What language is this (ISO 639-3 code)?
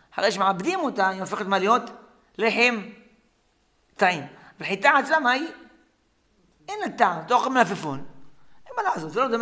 heb